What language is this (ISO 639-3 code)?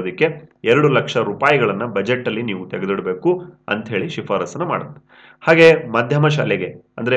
kan